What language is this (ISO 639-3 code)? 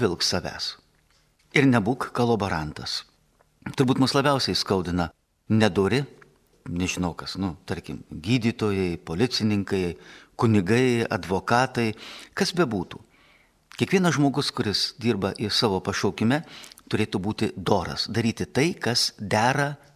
lit